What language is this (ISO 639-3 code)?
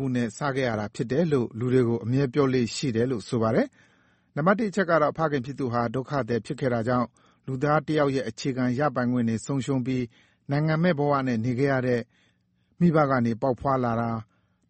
mya